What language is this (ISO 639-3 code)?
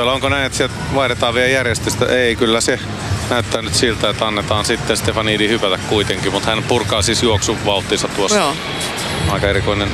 fin